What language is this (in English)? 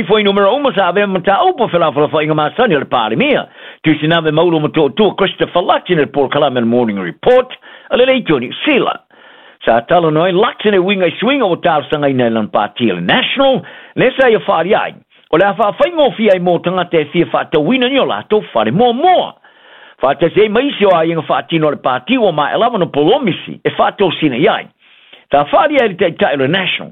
Samoan